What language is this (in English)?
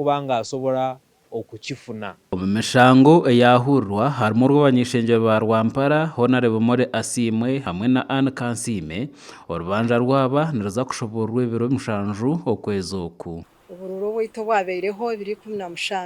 Nyankole